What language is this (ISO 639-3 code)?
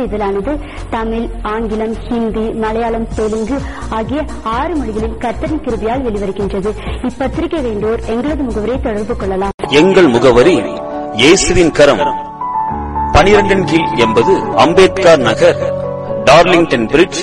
tam